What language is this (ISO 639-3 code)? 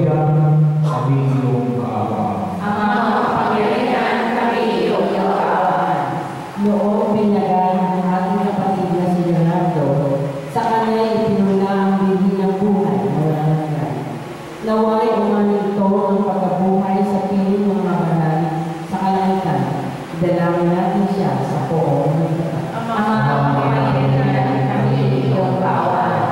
fil